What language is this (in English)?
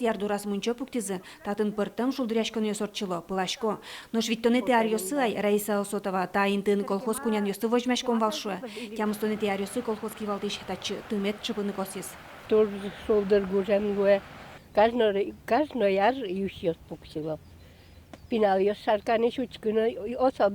Udmurt